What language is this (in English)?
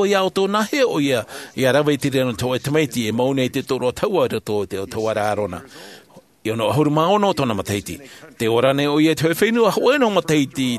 Tahitian